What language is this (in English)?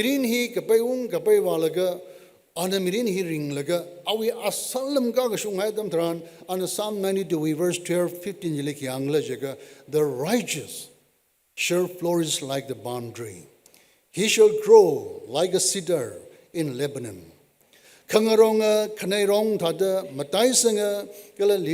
Tangkhul Naga (India)